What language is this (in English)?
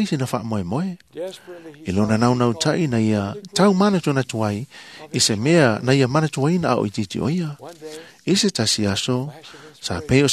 Samoan